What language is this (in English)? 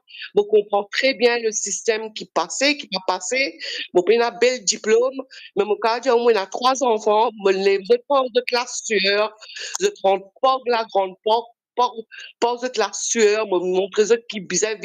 Morisyen